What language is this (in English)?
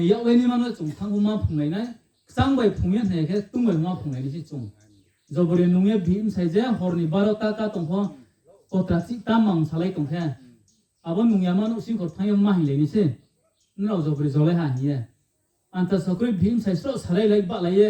Riang (India)